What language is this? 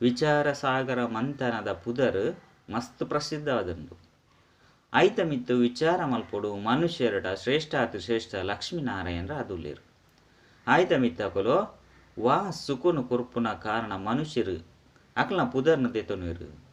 Tulu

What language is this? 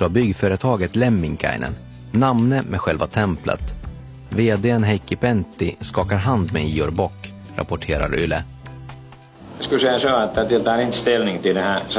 Swedish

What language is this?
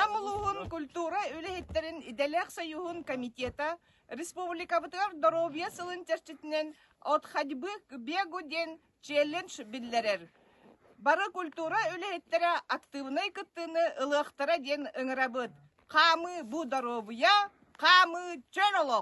Yakut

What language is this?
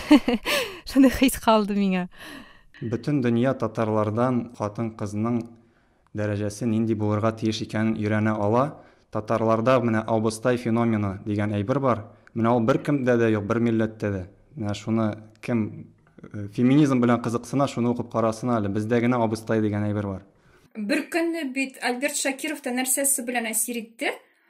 Tatar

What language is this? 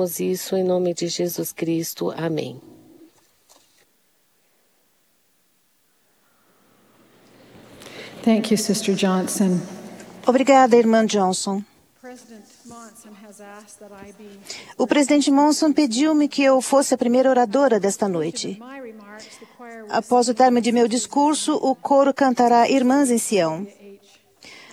Portuguese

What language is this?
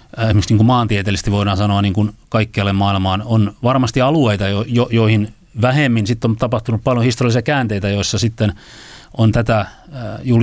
Finnish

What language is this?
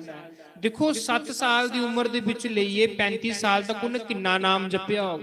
Dogri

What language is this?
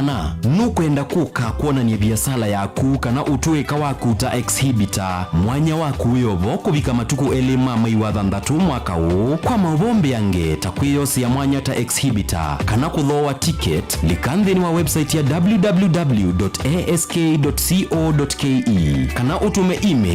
Kamba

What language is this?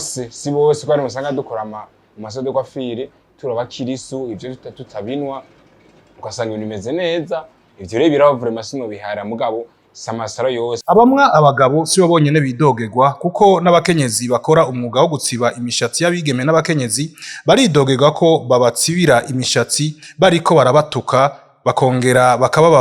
Rundi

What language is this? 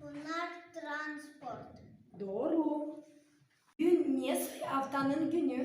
Gagauz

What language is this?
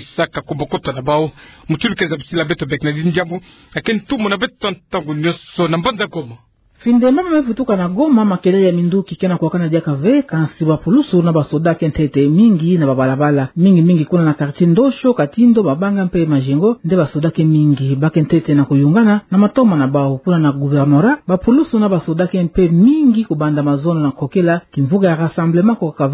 Kituba (Democratic Republic of Congo)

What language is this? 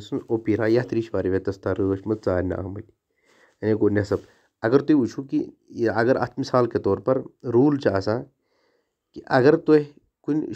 Kashmiri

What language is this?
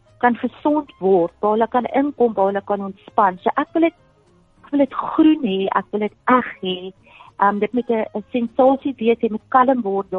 Afrikaans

